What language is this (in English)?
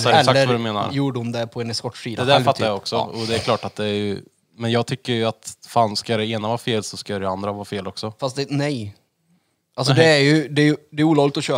Swedish